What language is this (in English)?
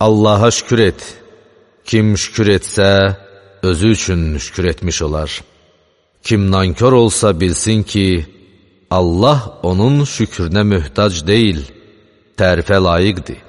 Azerbaijani